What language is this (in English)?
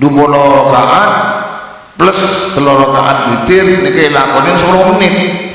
Madurese